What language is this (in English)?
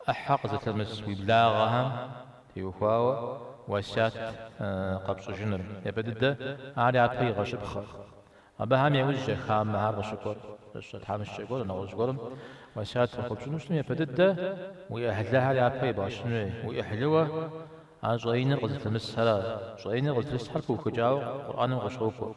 Kabardian